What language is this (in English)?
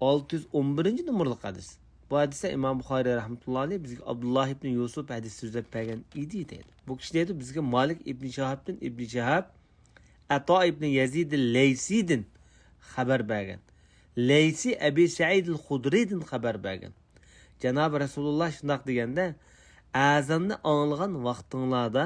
Uyghur